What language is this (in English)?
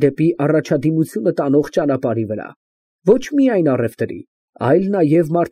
Armenian